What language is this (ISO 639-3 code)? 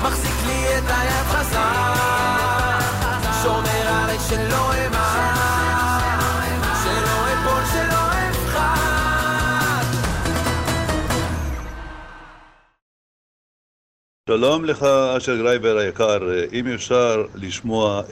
heb